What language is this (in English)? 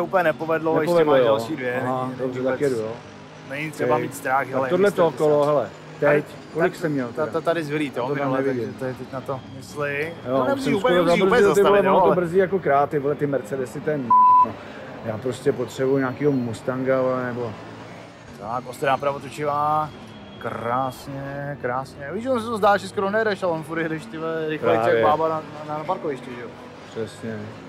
Czech